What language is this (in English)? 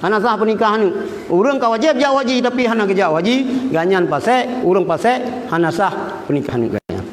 Achinese